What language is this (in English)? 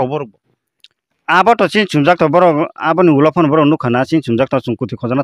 Kok Borok